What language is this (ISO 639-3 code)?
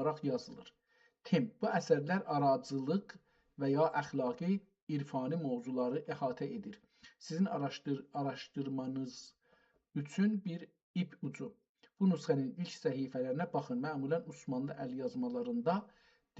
azb